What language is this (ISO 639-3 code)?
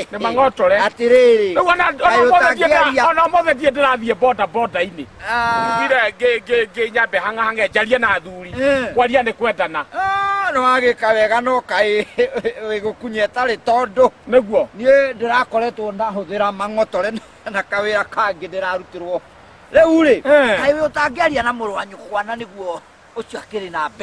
kik